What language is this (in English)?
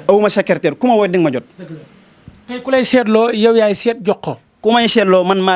Wolof